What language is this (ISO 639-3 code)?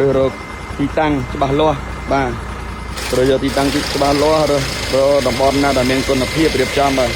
khm